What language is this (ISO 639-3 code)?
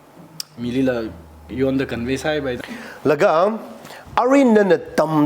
nmf